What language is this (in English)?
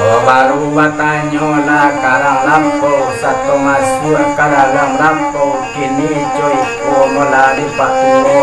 Minangkabau